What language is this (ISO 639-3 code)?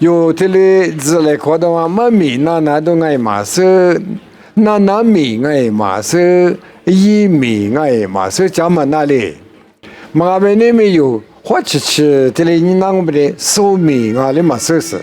lis